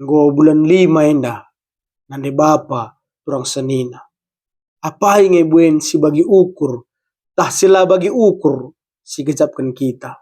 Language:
Batak Karo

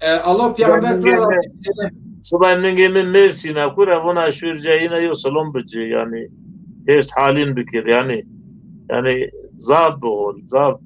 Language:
Zaza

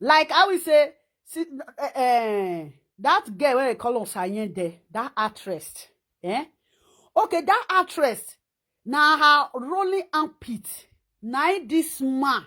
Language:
Nigerian Pidgin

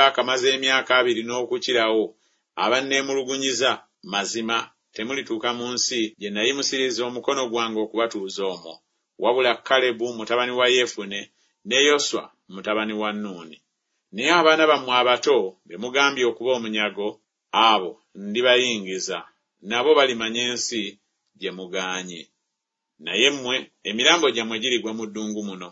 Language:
Ganda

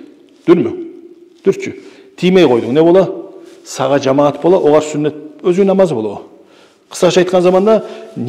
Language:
Kumyk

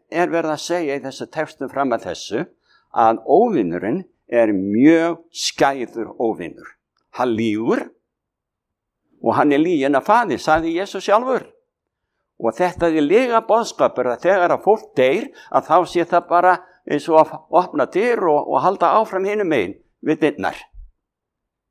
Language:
Icelandic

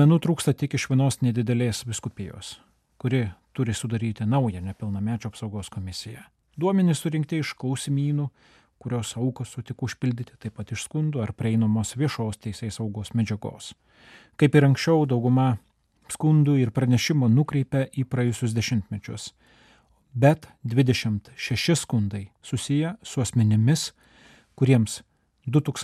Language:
Lithuanian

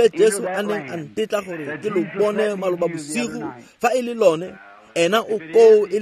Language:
Tswana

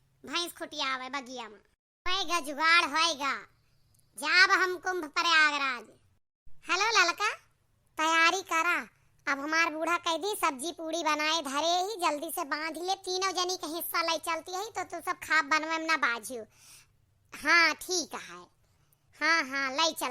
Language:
Awadhi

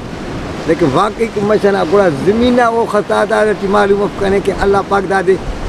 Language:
Brahui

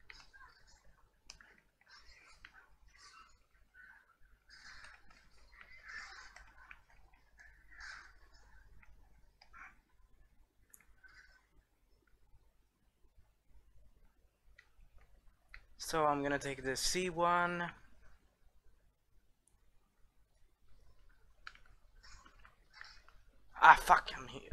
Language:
English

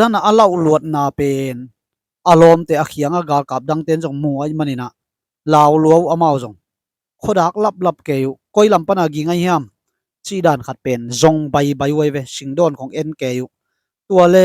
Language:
Tedim Chin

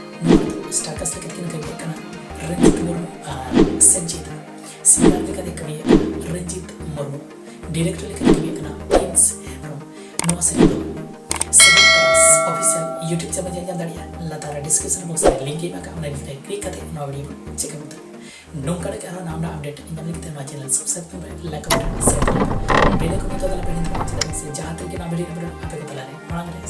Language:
Santali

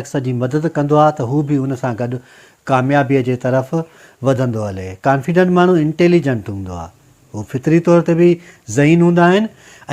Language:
Sindhi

